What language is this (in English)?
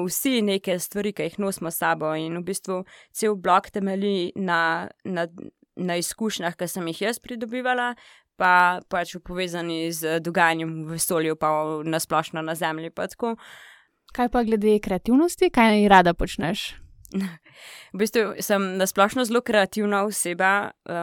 Slovenian